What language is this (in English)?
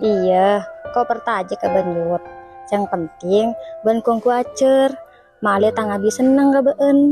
Madurese